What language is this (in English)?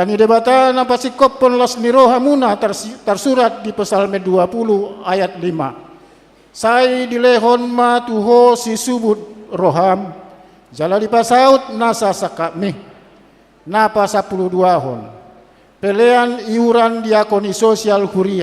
Batak Toba